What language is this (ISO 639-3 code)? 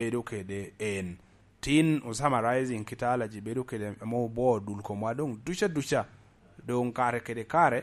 laj